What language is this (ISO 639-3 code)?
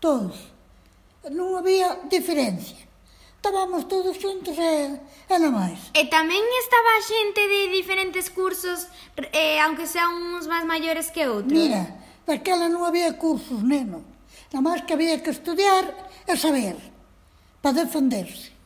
glg